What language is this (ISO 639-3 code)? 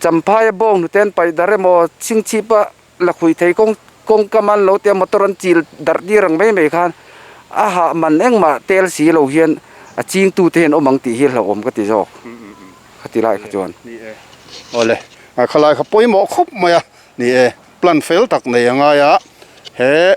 lus